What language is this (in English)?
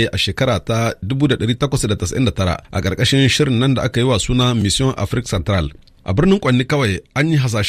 Hausa